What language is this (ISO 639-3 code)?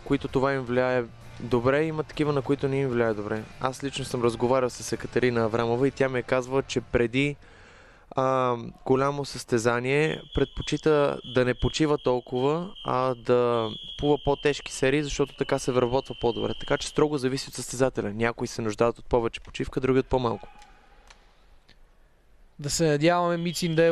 bul